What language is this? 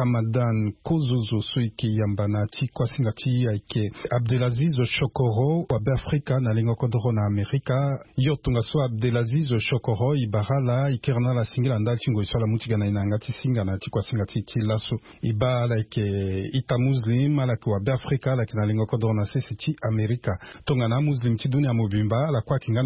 Sango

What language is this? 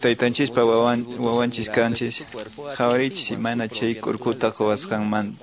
Quechua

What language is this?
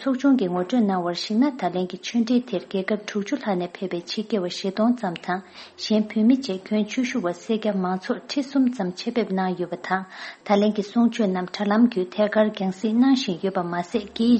Tibetan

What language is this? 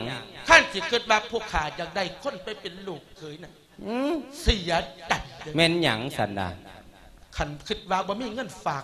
Lao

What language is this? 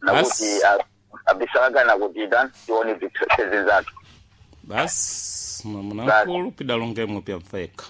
Sena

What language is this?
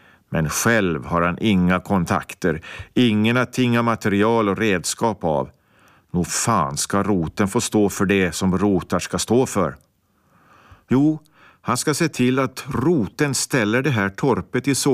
Swedish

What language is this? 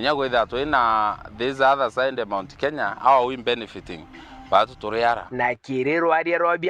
Meru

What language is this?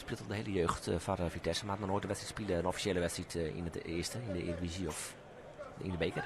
Western Frisian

